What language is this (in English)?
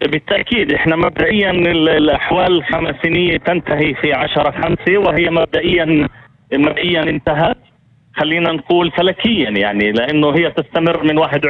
North Levantine Arabic